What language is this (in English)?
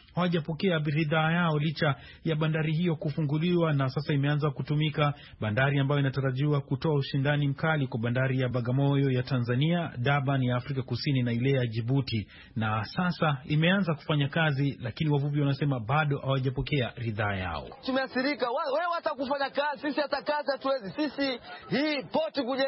Swahili